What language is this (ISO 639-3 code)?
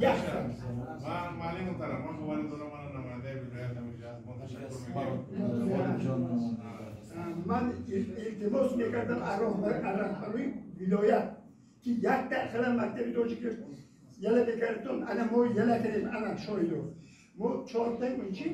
tgk